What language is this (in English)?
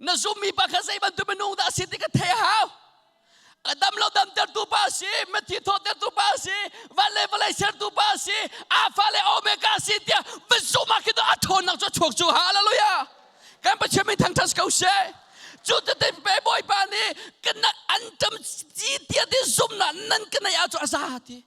Hakha Chin